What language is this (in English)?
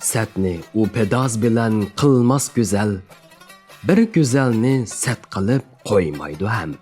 Uyghur